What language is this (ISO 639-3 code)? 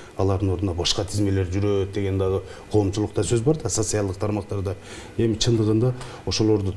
kir